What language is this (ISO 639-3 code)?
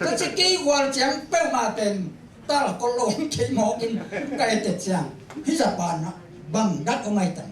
ctd